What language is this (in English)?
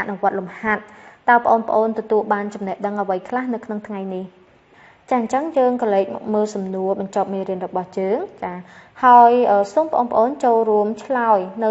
Khmer